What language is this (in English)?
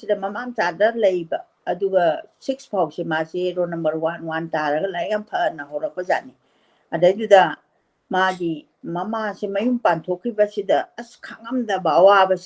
Manipuri